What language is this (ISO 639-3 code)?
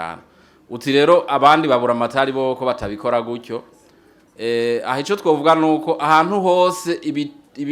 run